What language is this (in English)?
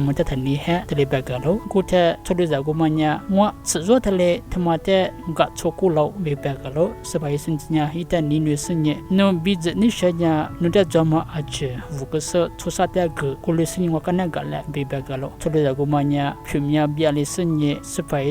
Lisu